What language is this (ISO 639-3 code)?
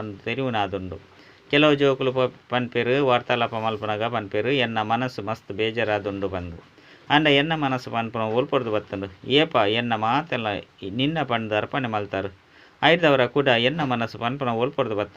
tcy